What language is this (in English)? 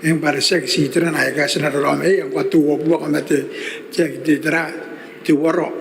Gilbertese